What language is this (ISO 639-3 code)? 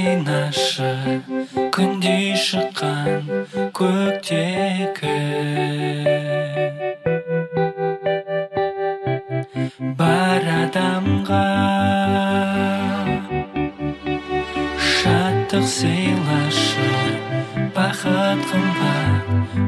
kaz